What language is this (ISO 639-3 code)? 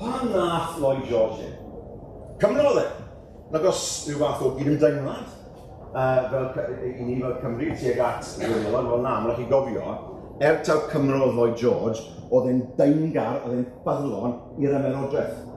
cym